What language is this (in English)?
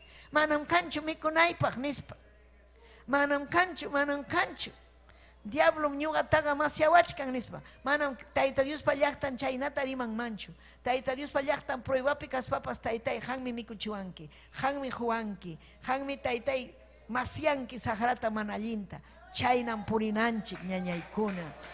Ayacucho Quechua